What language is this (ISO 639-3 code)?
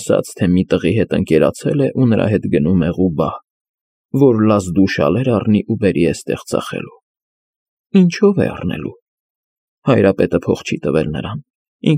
hye